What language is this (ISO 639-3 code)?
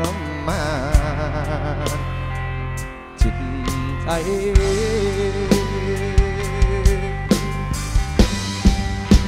tha